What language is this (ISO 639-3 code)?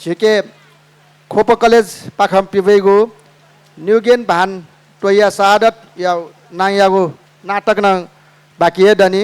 new